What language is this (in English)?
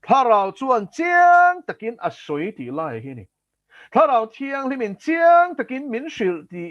Mizo